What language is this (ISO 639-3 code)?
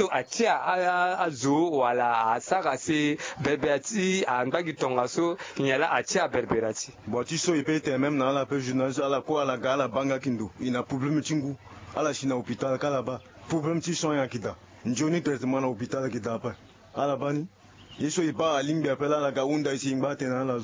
sag